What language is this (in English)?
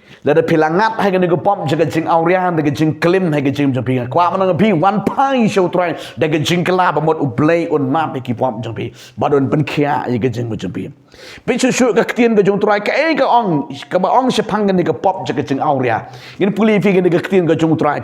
Khasi